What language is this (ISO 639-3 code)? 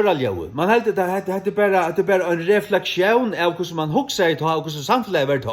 fao